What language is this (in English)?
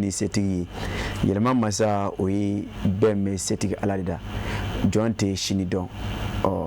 Bambara